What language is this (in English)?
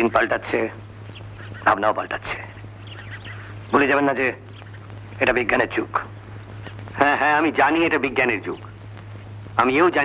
Bangla